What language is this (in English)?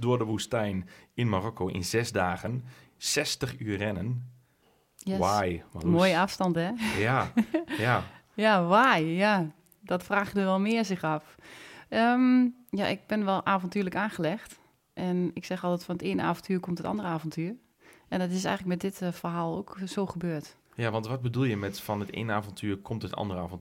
Dutch